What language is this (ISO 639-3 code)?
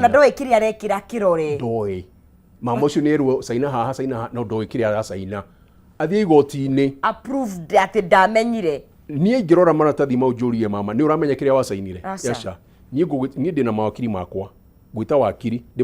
kik